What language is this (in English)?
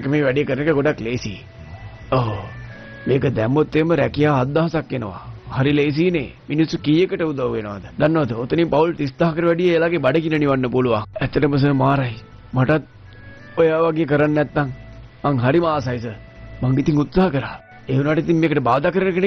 Sinhala